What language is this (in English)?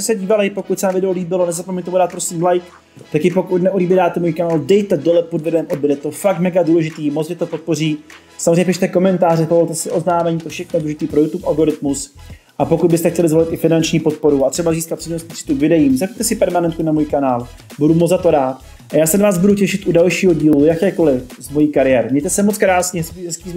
Czech